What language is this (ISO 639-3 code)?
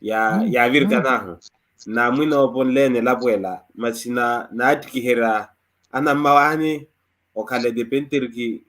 vmw